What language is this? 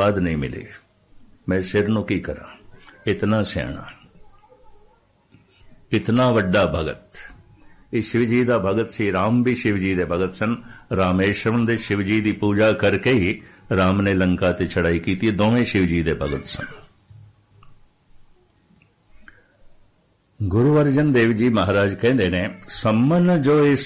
Punjabi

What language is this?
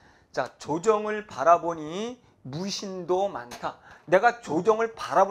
Korean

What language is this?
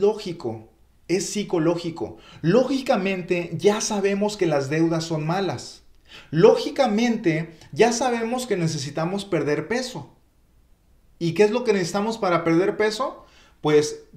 Spanish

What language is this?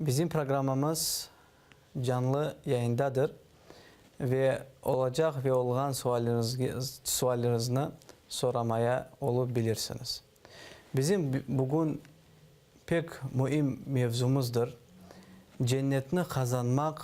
Crimean Tatar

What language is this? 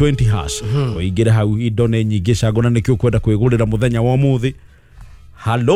Kikuyu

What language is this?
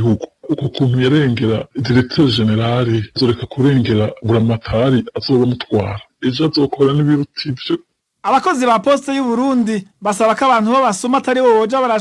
Rundi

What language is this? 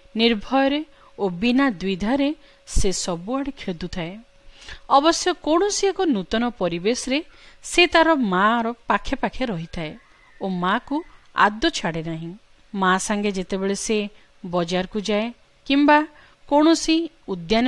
Odia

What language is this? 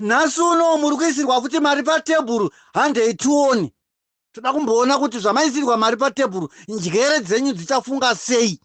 Shona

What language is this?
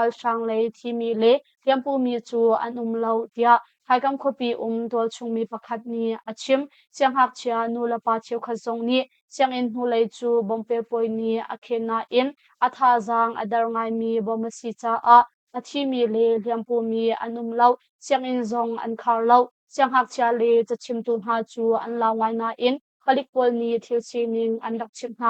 Hakha Chin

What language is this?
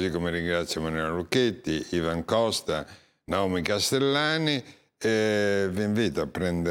Italian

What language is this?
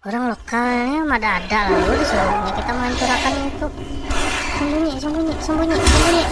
Banjar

